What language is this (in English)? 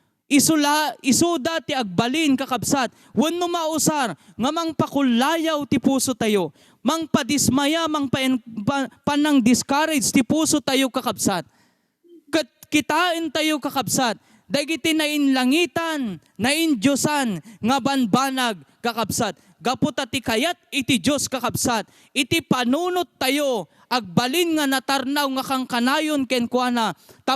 Iloko